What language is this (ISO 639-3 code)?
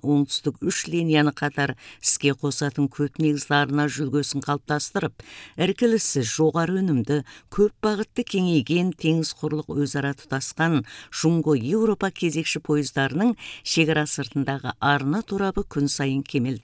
kaz